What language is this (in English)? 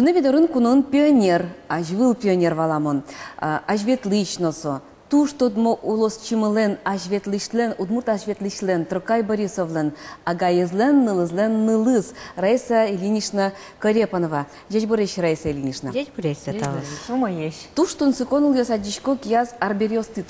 Udmurt